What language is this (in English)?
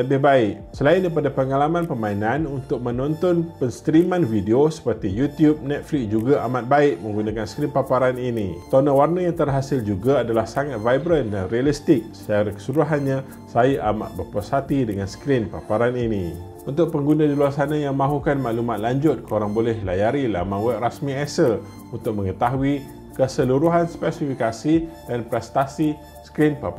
Malay